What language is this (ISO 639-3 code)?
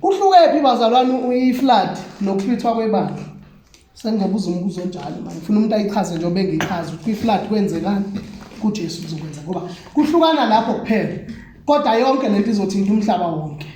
zul